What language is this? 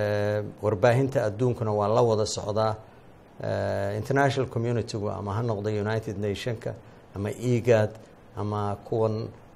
Somali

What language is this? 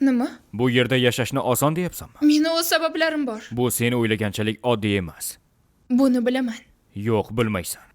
Uzbek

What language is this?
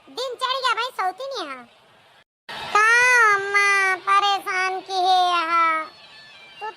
Awadhi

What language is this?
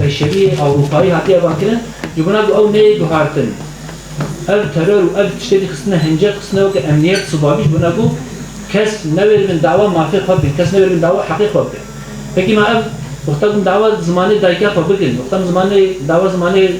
Kurdish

